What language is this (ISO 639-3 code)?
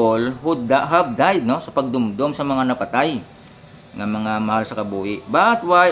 hil